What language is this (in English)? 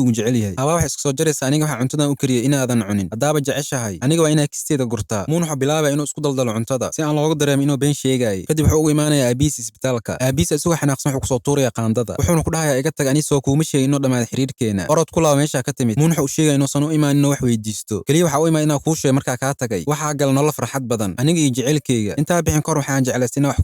Somali